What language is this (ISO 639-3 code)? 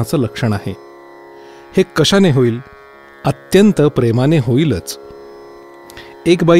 mar